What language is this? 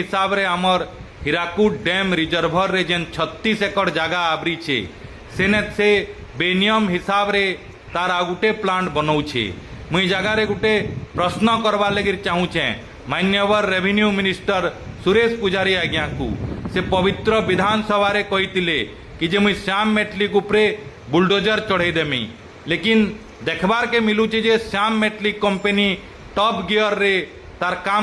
Sambalpuri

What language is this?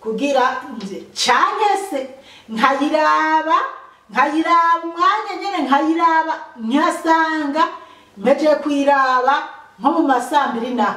Rundi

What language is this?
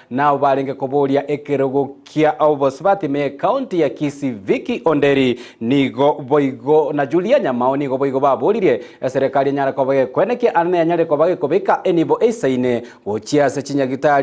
Gusii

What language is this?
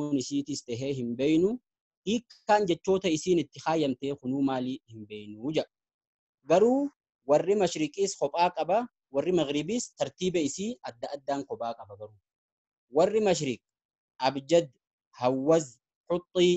Oromo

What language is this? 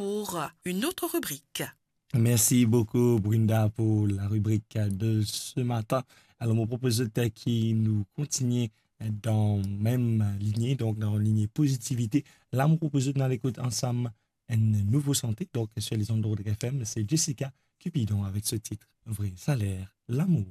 Morisyen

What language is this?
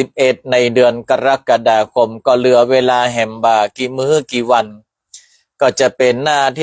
Northern Thai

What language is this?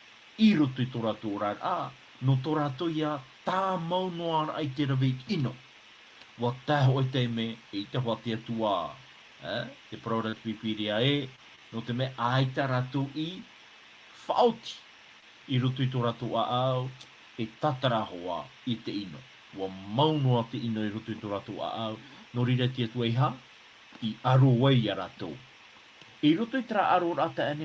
Tahitian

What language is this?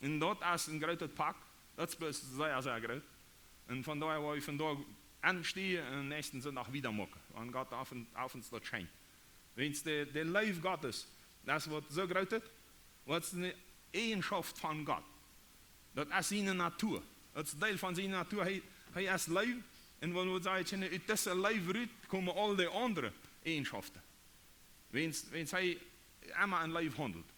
Plautdietsch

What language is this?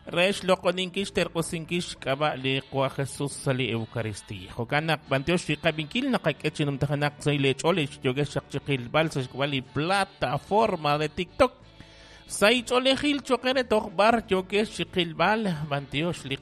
Kekchí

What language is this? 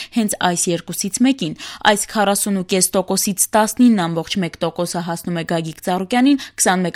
Armenian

